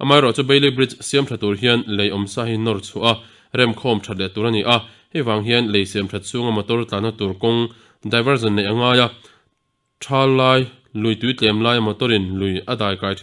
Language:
Mizo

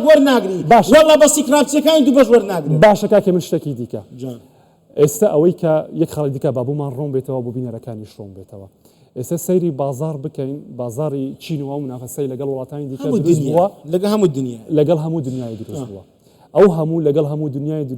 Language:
Central Kurdish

